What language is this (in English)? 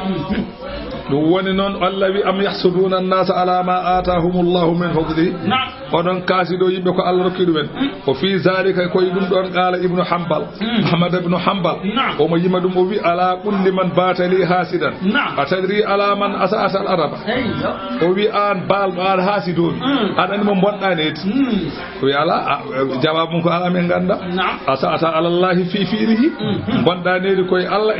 Fula